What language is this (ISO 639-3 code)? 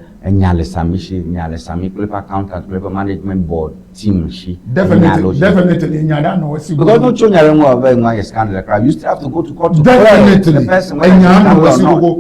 ewe